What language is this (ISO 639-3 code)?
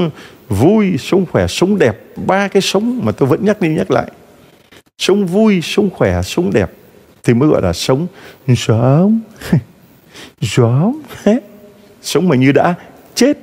vie